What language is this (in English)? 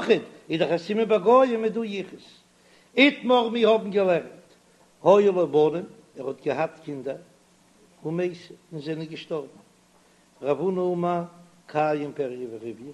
Yiddish